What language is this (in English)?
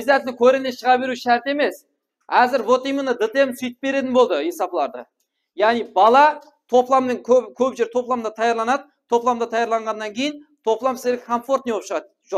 Kara-Kalpak